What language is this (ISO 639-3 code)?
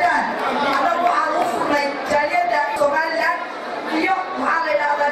som